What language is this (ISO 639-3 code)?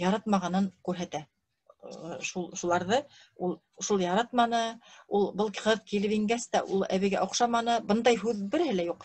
bak